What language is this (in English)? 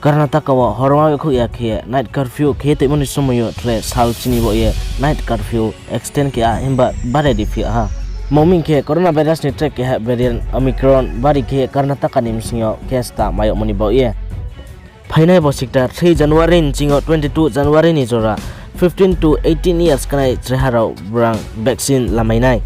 Riang (India)